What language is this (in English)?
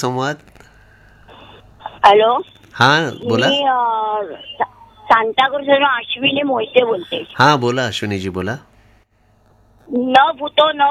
Marathi